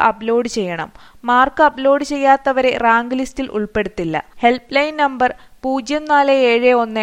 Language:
Malayalam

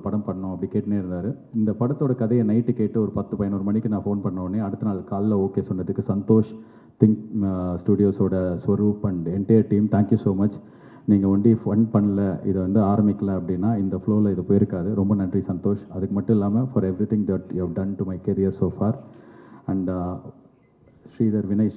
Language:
Tamil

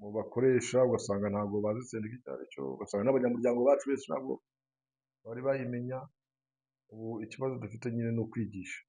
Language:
Kinyarwanda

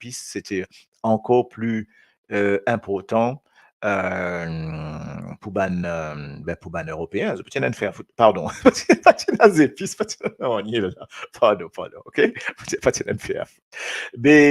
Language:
Morisyen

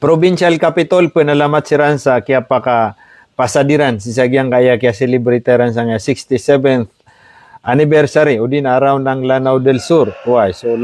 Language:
Maranao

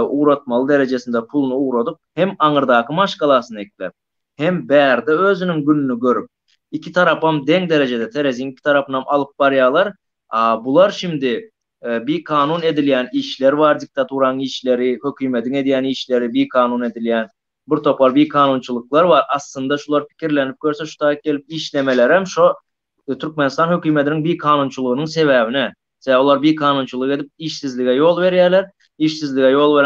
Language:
Turkmen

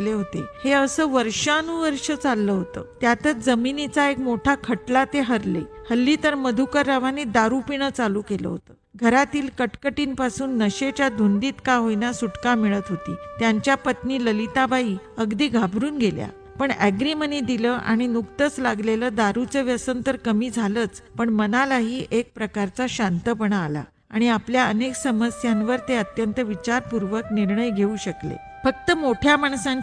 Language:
Marathi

